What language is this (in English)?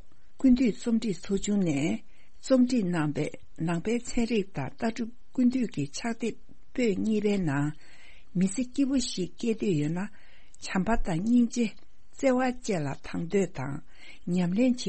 Tibetan